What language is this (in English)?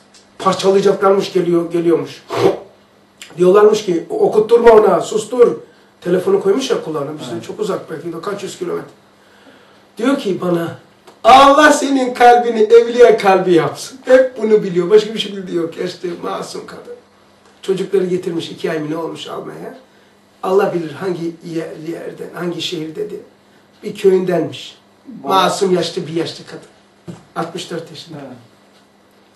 Turkish